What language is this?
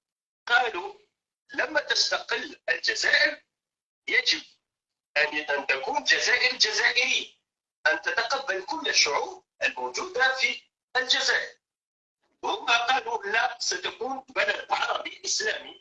Algerian Arabic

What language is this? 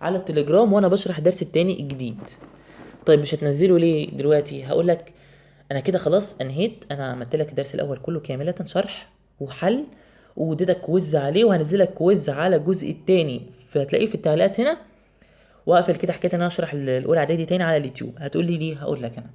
Egyptian Arabic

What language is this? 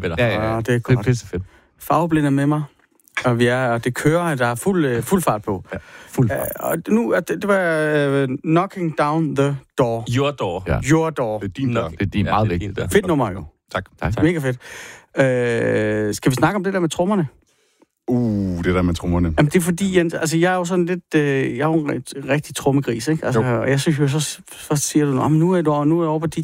Danish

